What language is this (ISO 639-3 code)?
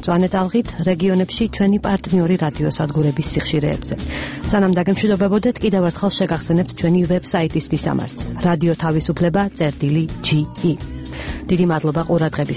kat